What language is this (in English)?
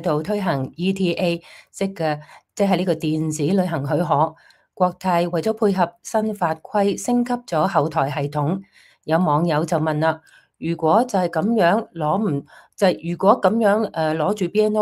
Cantonese